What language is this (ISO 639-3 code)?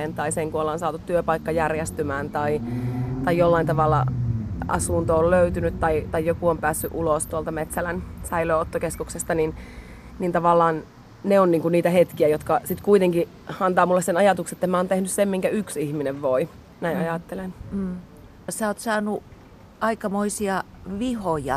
fin